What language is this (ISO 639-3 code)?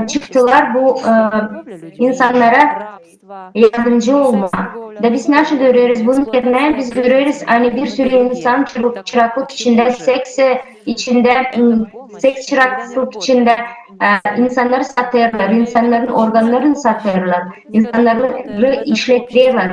gag